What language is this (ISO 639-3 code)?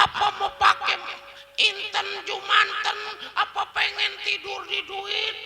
bew